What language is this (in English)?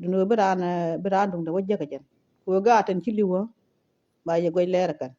Nuer